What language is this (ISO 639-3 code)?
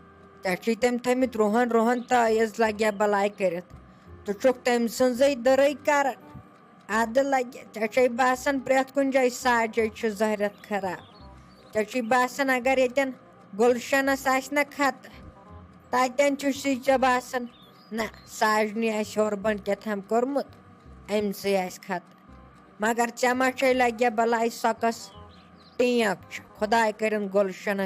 kas